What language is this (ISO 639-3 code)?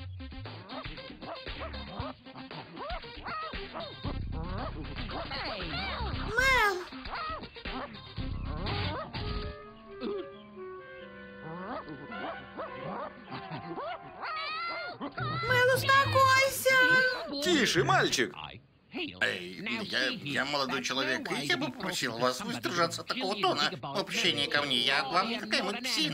rus